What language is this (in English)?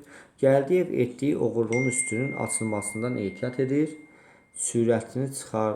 Azerbaijani